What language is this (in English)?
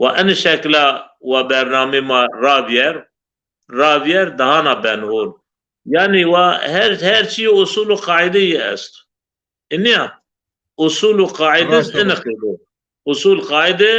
Zaza